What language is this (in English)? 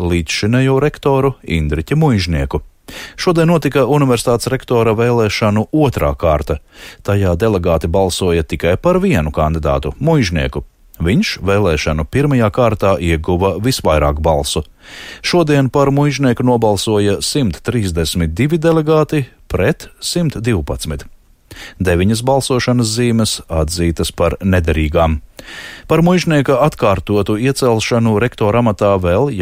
Latvian